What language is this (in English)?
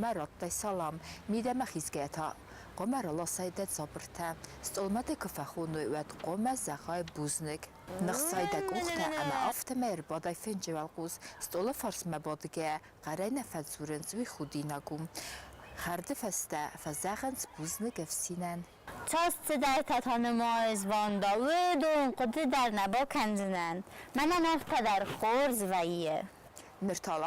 Ossetic